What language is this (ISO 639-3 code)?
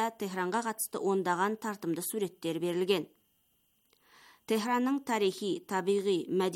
kaz